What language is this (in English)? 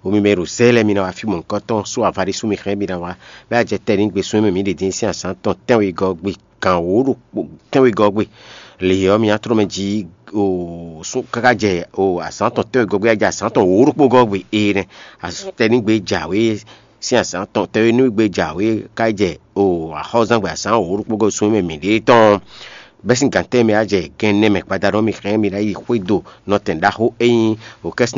Fon